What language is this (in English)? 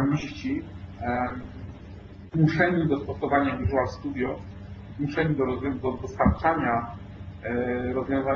Polish